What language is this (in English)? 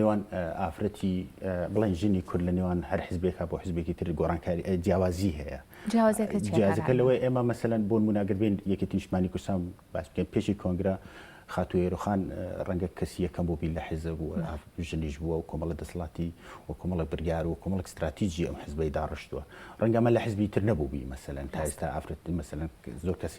Central Kurdish